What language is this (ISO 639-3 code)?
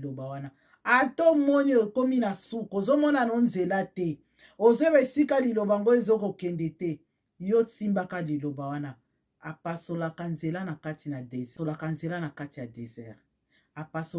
lin